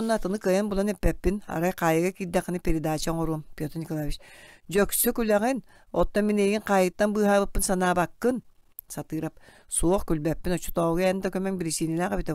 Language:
Yakut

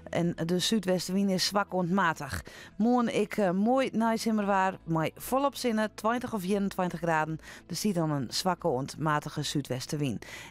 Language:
Western Frisian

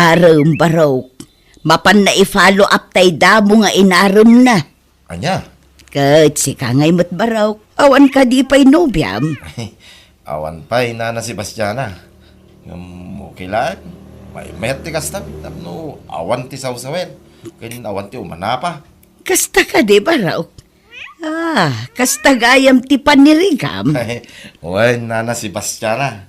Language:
Iloko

